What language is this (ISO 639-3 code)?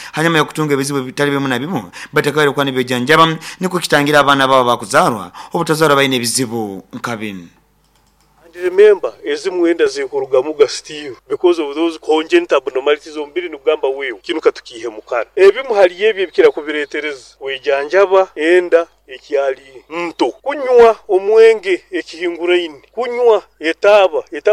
nyn